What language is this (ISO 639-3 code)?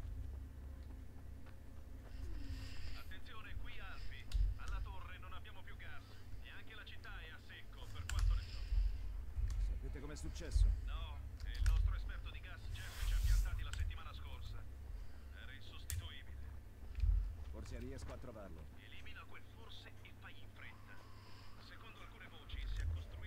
ita